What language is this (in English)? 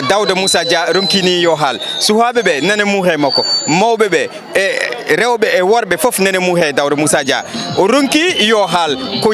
Fula